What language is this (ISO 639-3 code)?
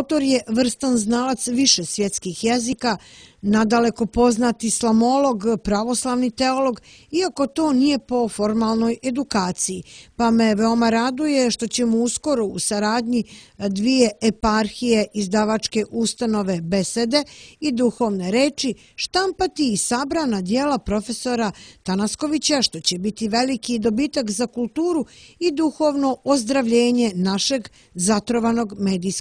srp